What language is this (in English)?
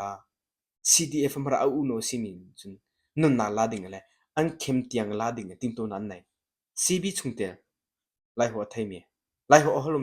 Hakha Chin